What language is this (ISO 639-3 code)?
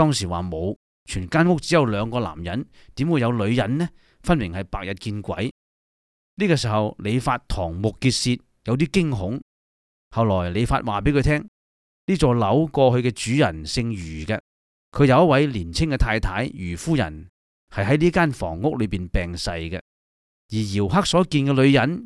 yue